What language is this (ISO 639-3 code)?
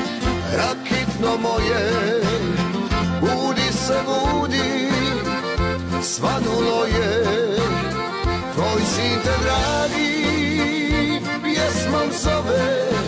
hrv